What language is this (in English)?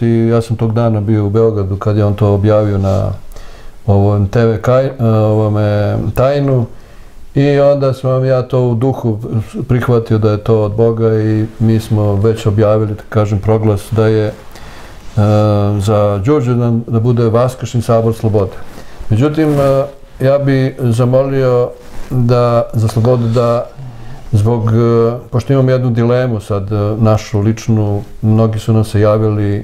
Serbian